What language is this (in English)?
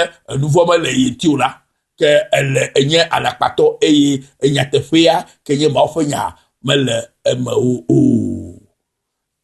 Ewe